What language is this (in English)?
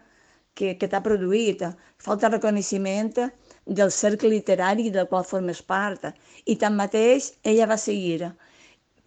Catalan